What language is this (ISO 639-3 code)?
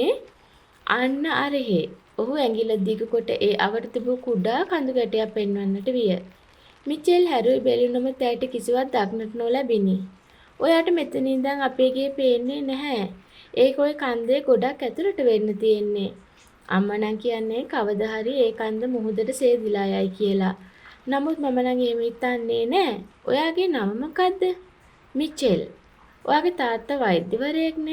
sin